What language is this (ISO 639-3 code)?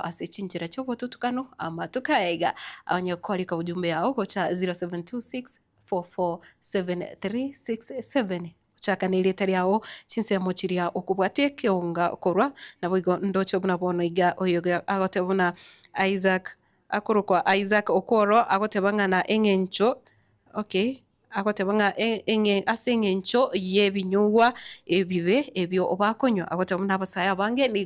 guz